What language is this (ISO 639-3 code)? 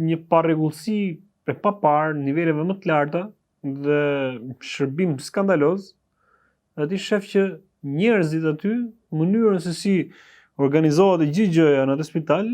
sqi